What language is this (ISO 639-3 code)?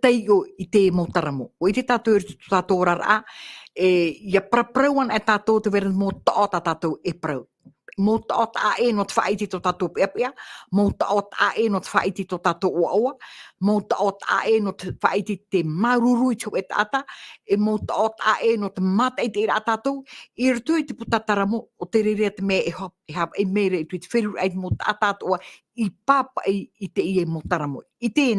tah